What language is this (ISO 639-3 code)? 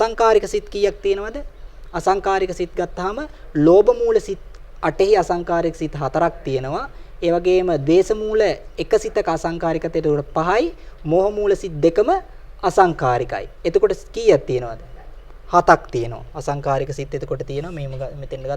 sin